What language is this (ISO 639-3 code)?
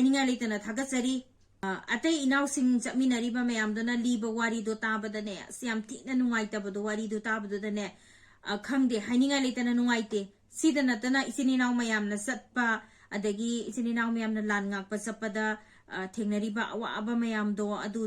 mni